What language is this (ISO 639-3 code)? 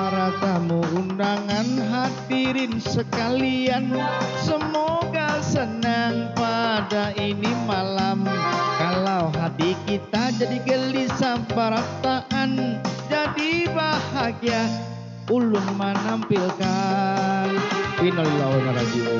bjn